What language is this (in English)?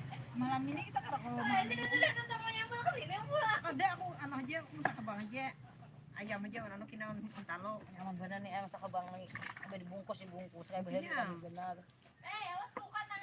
Banjar